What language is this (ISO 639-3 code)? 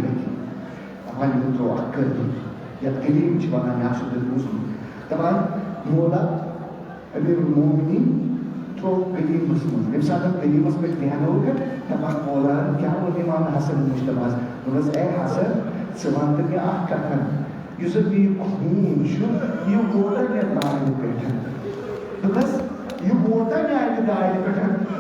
kas